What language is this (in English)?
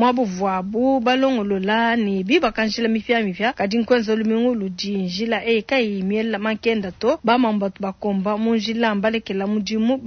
Luba-Lulua